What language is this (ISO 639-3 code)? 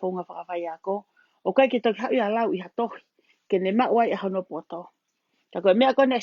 ton